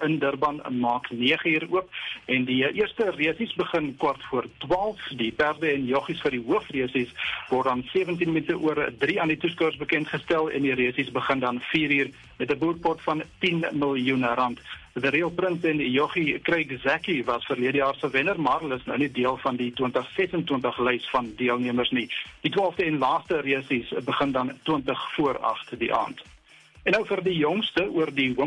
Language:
Afrikaans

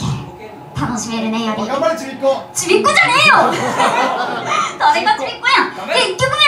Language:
Japanese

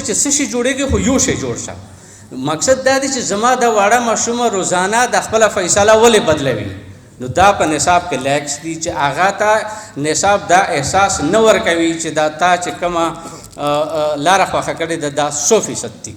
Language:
Pashto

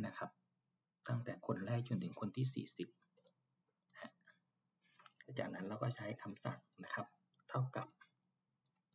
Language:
Thai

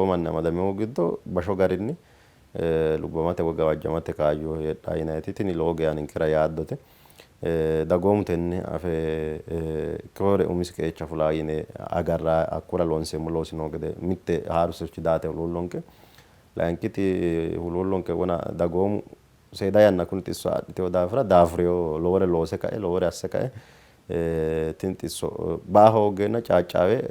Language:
Sidamo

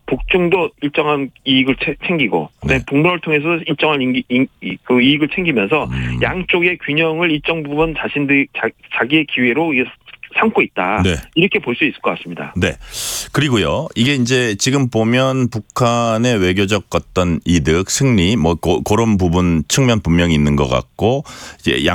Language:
Korean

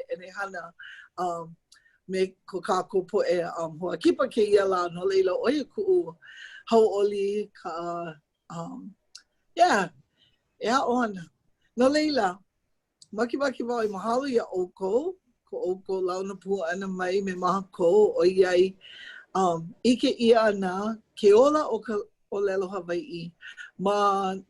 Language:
Hawaiian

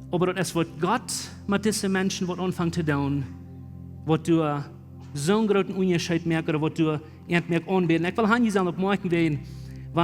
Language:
Plautdietsch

